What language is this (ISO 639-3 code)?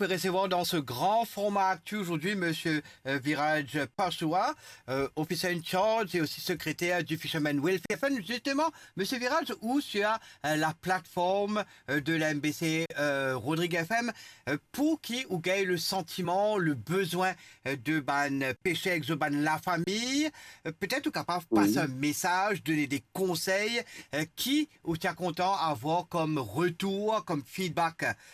mfe